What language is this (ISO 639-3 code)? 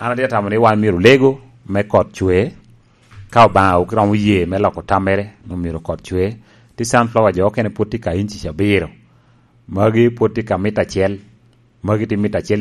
laj